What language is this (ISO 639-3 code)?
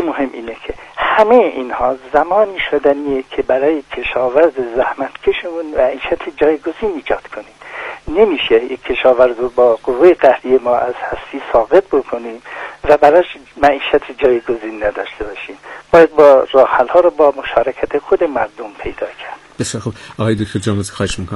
fas